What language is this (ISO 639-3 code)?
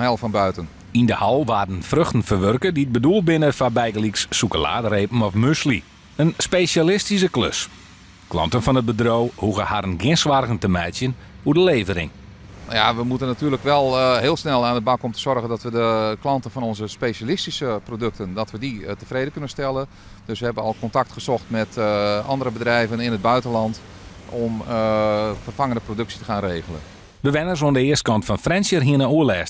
fry